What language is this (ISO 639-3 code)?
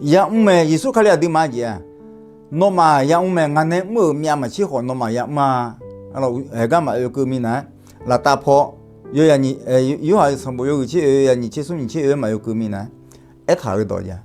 ahk